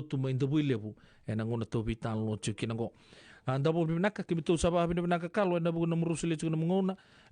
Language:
Fijian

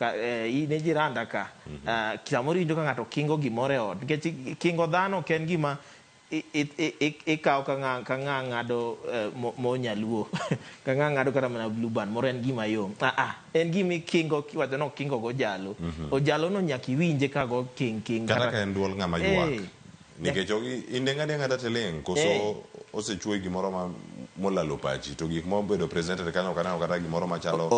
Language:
Luo (Kenya and Tanzania)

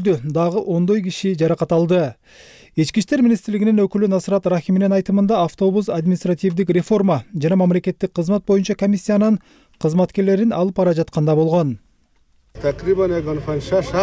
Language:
Kyrgyz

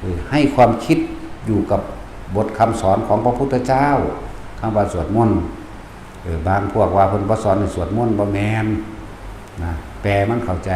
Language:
Northeastern Thai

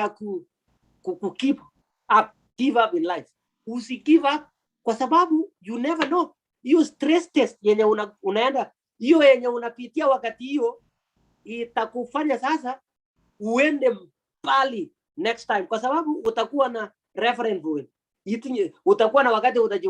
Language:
Kalenjin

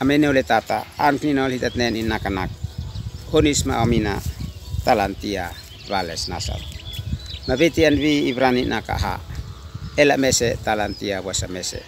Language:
Uab Meto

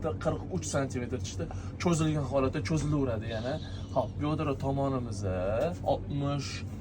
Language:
Uzbek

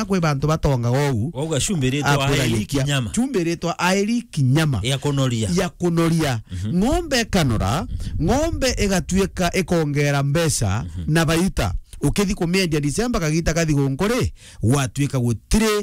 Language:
Meru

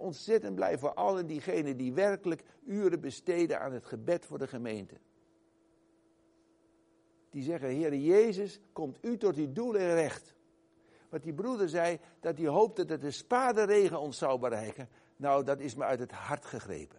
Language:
Dutch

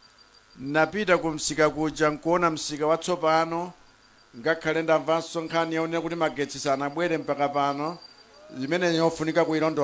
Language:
Nyanja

